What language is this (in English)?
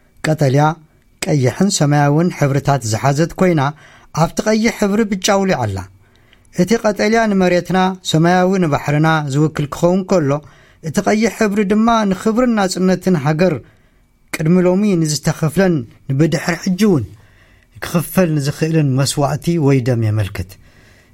Tigrinya